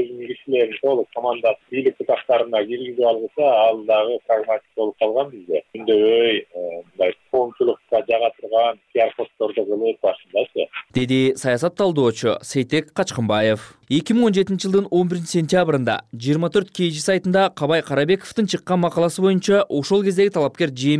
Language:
Kyrgyz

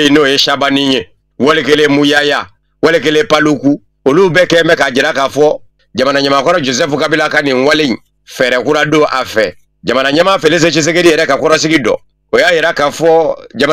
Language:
Bambara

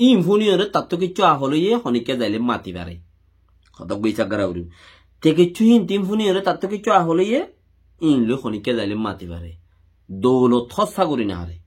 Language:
Rohingya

